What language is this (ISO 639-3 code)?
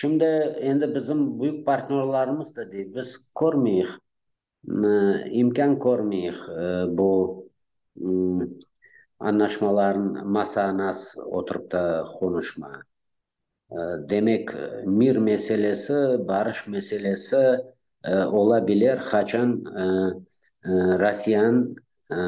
crh